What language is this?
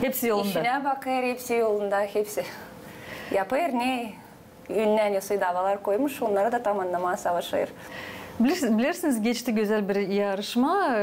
Gagauz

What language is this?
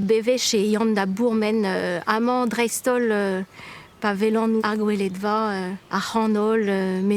Breton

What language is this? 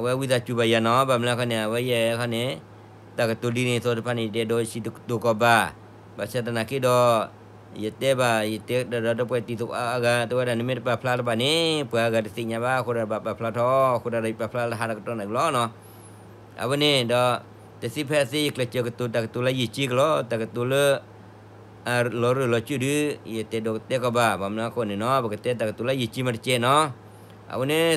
S'gaw Karen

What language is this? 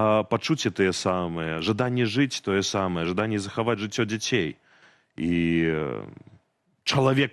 Belarusian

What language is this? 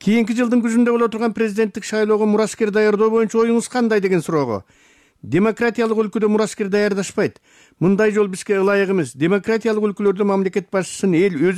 Kyrgyz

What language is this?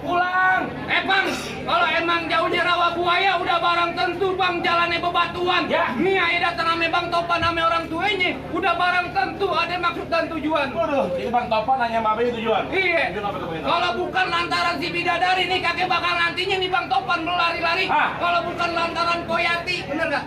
Betawi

